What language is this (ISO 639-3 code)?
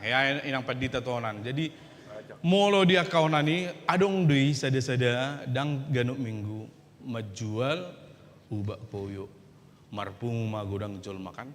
bbc